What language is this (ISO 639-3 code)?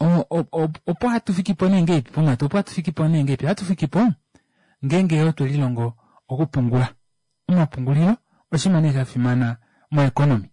kua